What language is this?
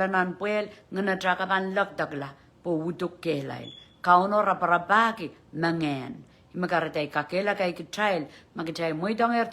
Pohnpeian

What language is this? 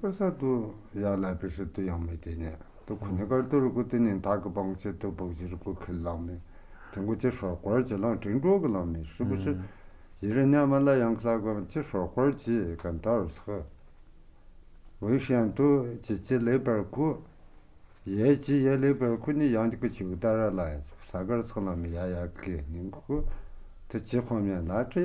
Tu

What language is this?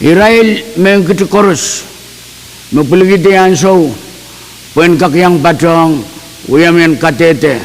Pohnpeian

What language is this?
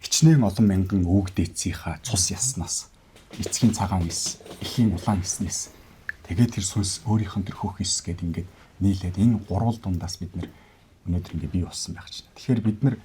Mongolian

